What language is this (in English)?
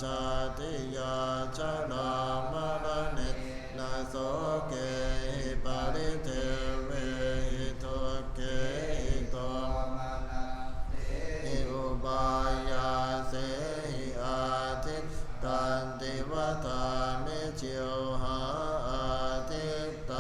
Pali